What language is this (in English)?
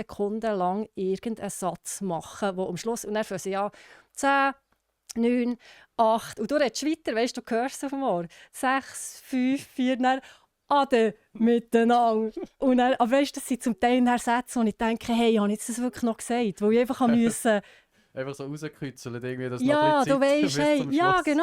Swiss German